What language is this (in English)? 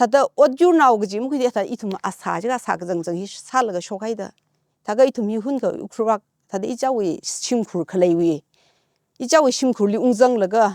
Tangkhul Naga (India)